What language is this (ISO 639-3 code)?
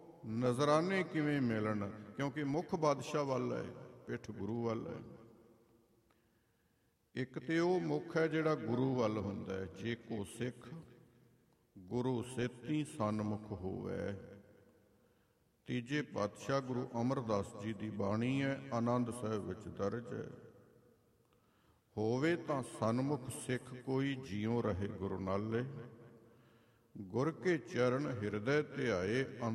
pan